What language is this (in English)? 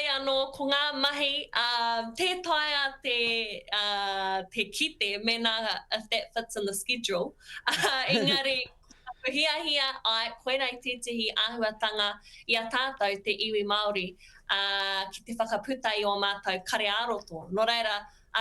Māori